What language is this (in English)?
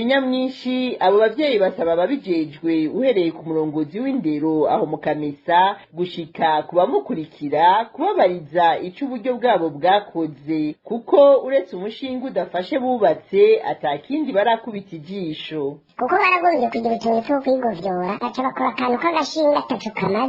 Rundi